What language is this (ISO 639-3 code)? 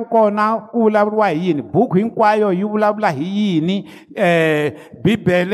tso